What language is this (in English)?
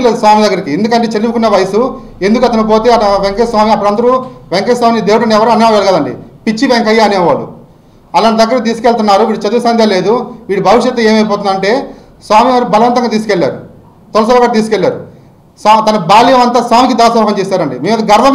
Telugu